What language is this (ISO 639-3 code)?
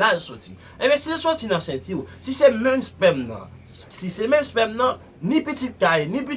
hat